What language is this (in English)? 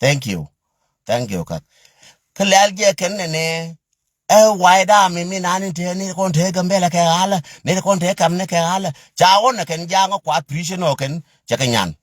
Nuer